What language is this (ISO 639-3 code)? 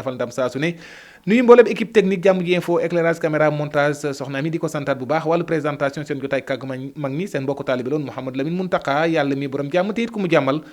wol